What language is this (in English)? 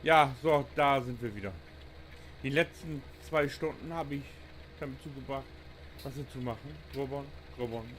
Low German